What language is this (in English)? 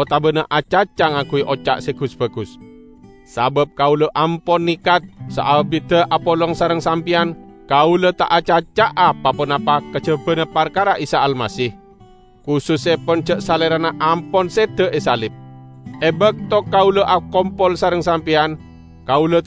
Madurese